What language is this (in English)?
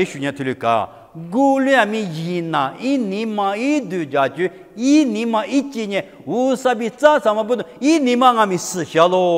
Lisu